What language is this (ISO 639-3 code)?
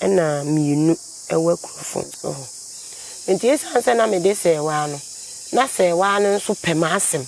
aka